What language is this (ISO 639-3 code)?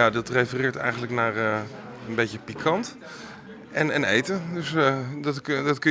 fry